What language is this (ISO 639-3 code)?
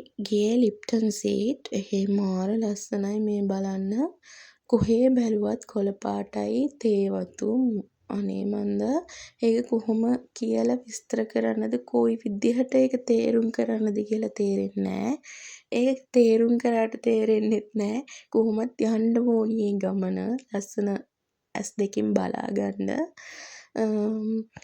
sin